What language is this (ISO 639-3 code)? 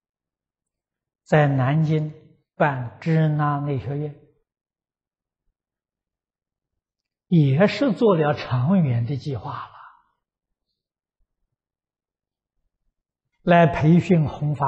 zho